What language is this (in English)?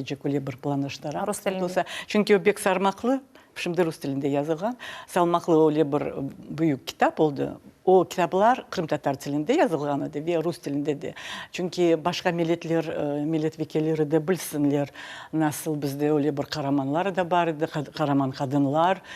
Crimean Tatar